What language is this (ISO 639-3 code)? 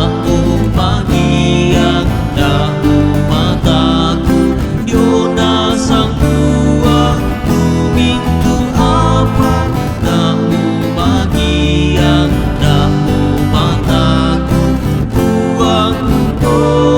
sda